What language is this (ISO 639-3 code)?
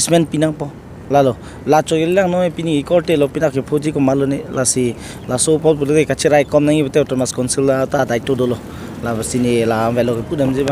mjw